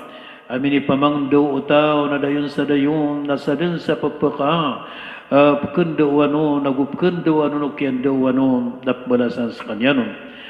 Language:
Maranao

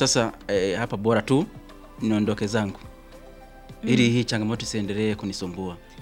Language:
Swahili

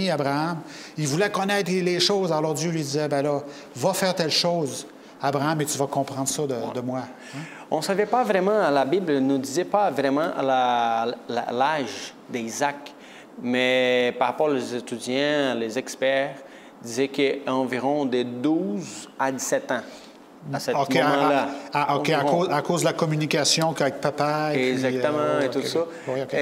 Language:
French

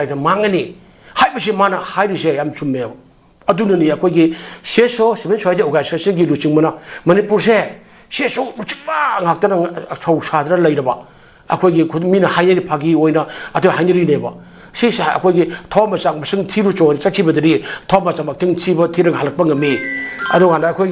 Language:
Manipuri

